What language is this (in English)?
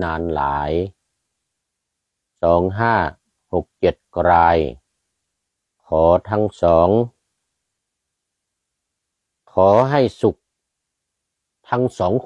Thai